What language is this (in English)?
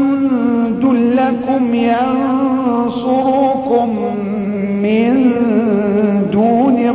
Arabic